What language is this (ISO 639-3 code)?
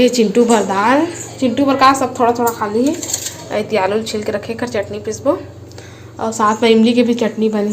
hne